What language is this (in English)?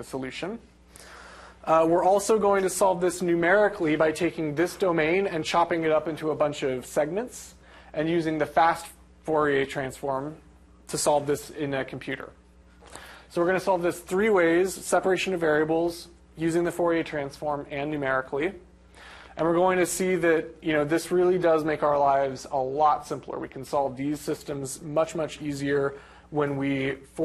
English